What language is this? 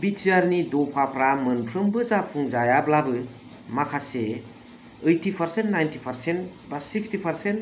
Bodo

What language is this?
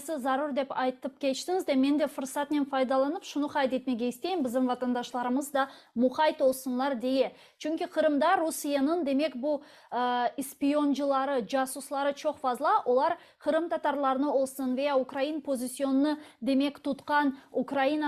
Crimean Tatar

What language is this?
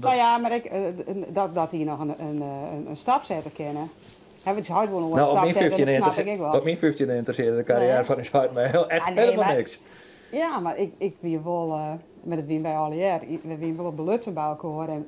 Western Frisian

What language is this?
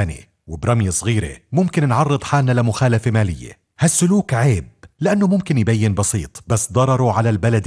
North Levantine Arabic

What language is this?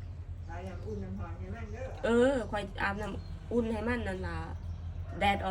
Lao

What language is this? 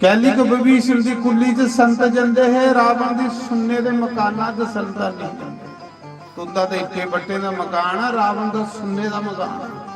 Dogri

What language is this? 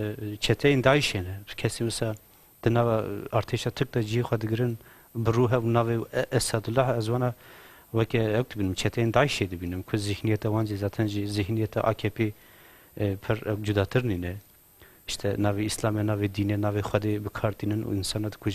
Kurdish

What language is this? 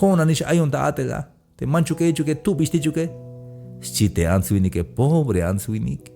Tzeltal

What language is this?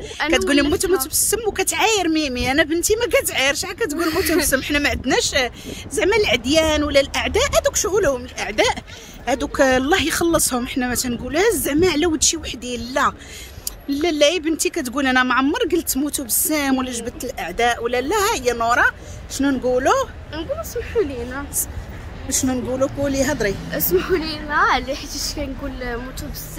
Moroccan Arabic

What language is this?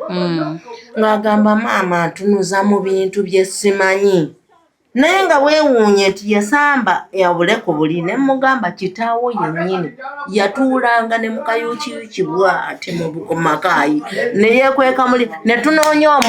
Ganda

